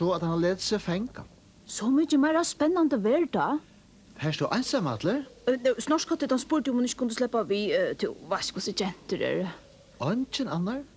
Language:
Faroese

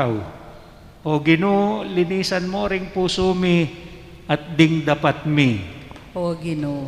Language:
Pampanga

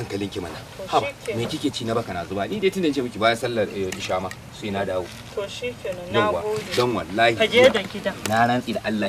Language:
Hausa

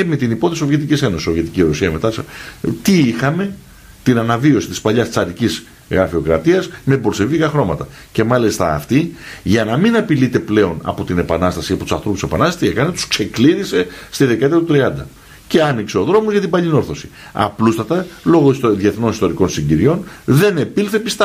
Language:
Greek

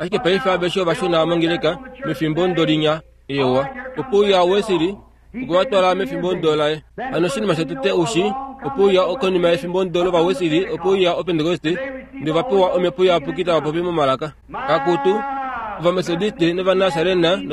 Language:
Kuanyama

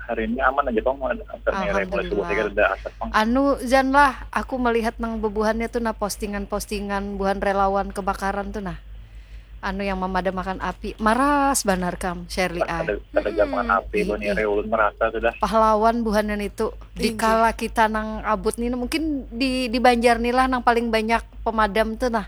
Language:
Banjar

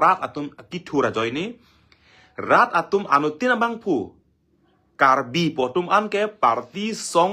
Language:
Karbi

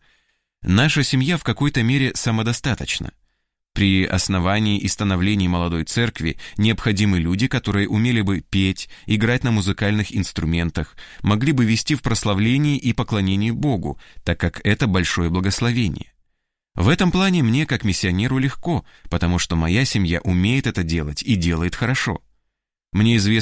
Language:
Russian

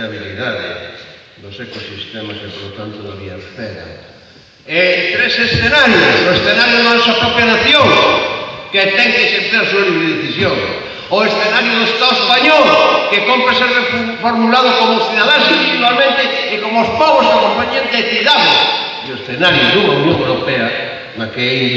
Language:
Galician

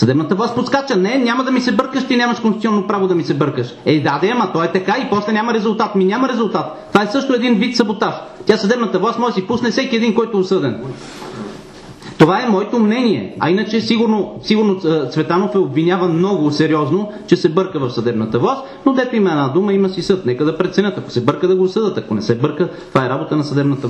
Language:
Bulgarian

